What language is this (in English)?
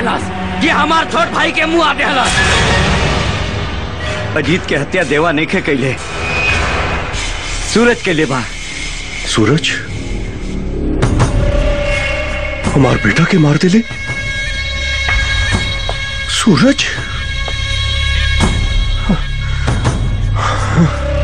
Bhojpuri